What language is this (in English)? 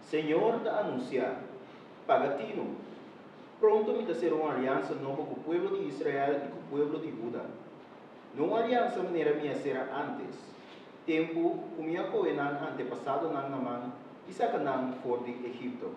Papiamento